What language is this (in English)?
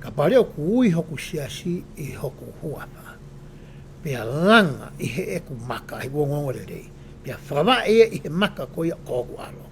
Tongan